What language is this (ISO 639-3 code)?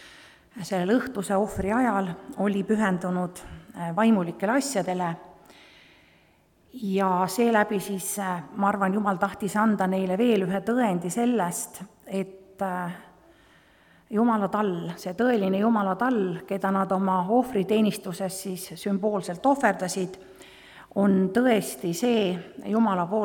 est